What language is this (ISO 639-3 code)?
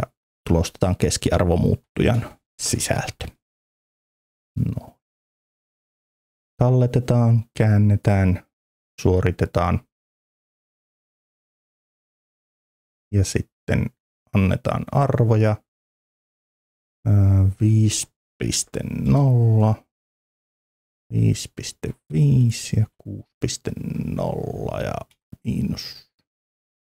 fin